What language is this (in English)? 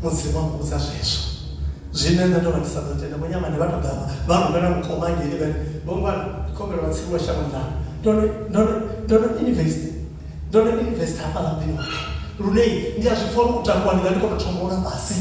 Venda